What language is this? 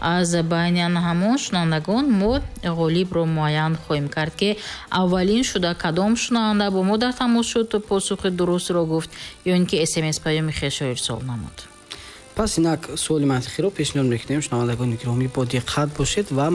Tajik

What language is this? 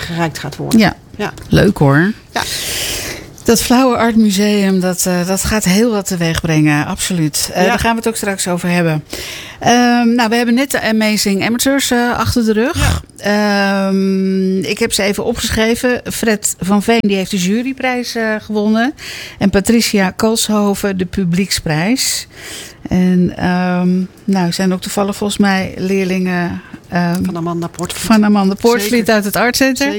Dutch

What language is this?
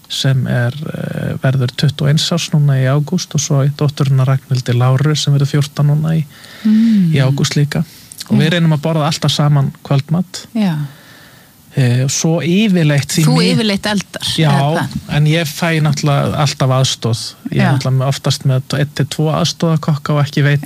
Icelandic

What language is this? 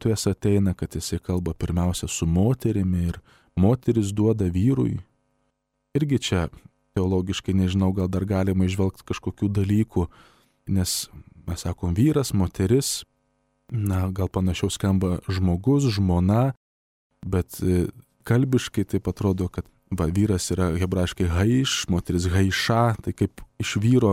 Lithuanian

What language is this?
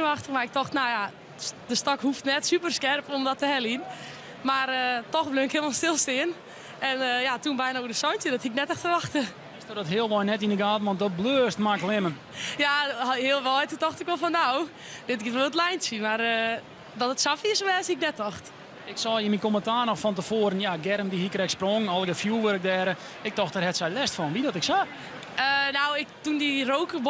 Western Frisian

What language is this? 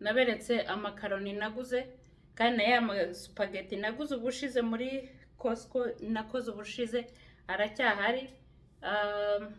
Kinyarwanda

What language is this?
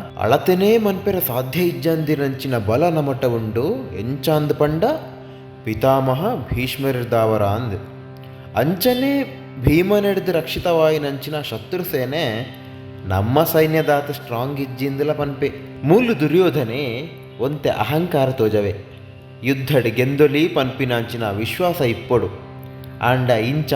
Tulu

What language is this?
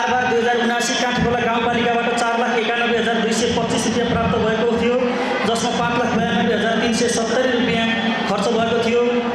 Nepali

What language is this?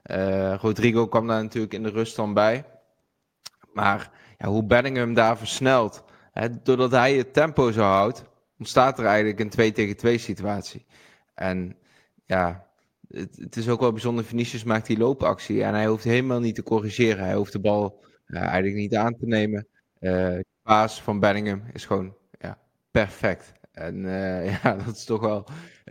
Dutch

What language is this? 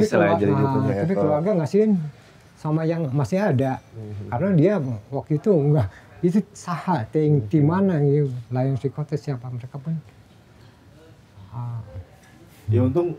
Indonesian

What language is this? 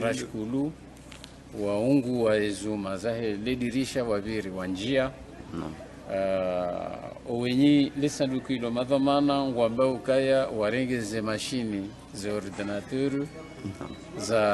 Ngazidja Comorian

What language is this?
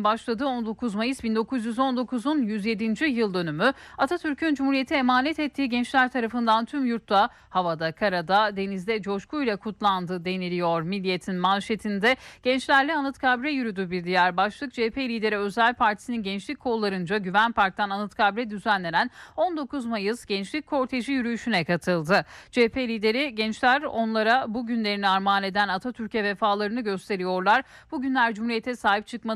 Turkish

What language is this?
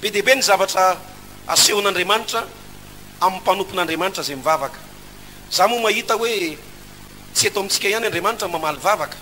Malagasy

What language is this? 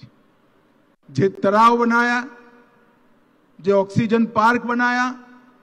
Gujarati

